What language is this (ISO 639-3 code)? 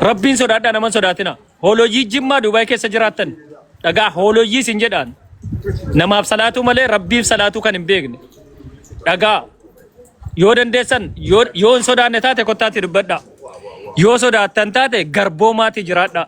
orm